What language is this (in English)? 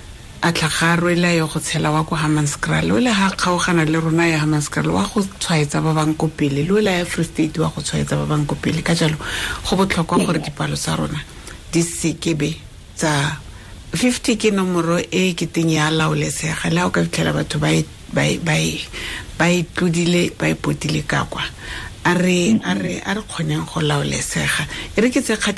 Tswana